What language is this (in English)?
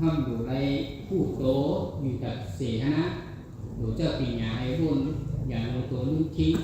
Shan